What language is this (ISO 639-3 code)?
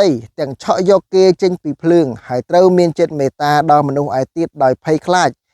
khm